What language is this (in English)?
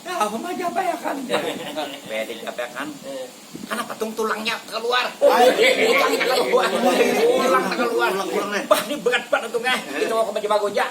Banjar